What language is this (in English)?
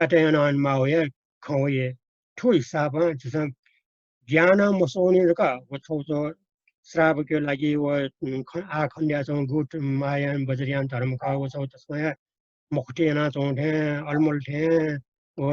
Newari